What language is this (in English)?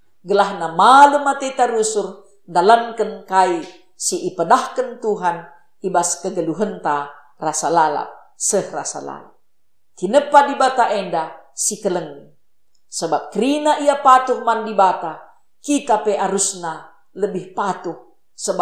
Batak Karo